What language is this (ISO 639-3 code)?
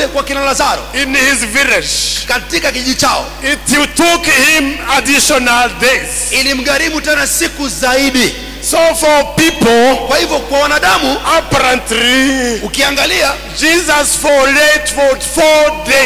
swa